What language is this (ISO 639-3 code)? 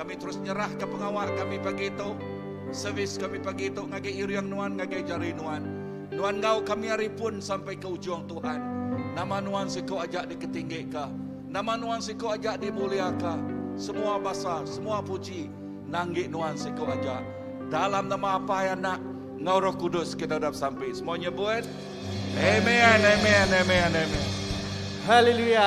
iba